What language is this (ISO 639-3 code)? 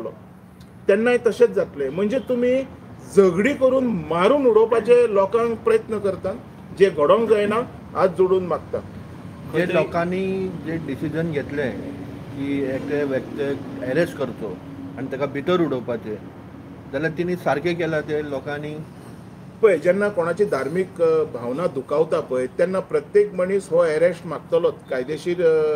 kok